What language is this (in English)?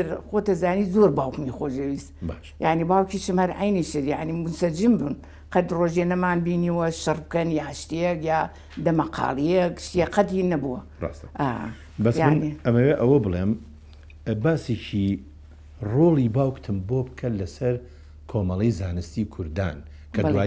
Central Kurdish